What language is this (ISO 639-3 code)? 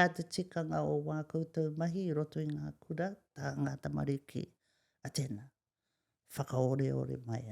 mri